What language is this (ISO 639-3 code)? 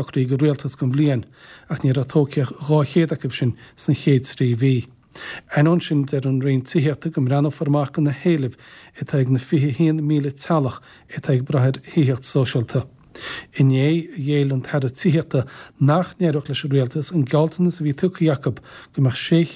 gle